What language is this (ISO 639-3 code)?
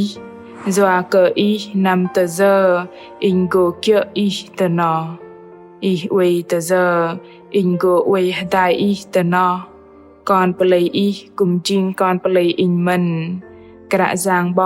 bdq